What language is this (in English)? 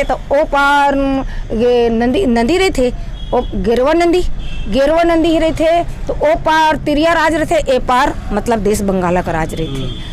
Chhattisgarhi